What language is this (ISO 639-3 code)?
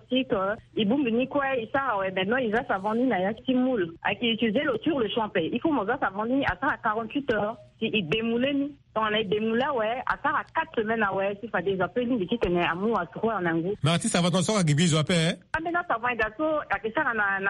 sag